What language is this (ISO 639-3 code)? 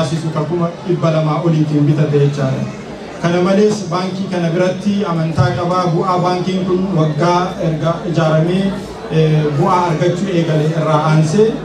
orm